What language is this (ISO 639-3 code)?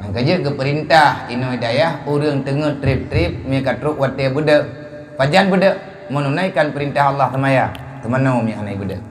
ace